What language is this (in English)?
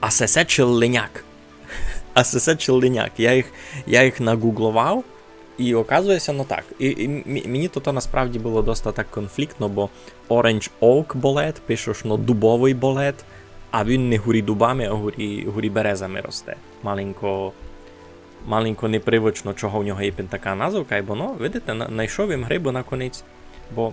Rusyn